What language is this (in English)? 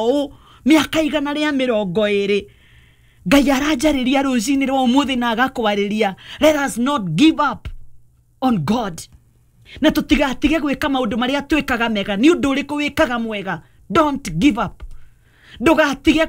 Kikuyu